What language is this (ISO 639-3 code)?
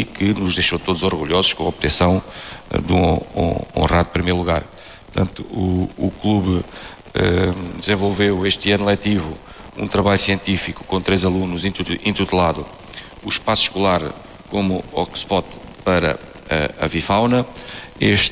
por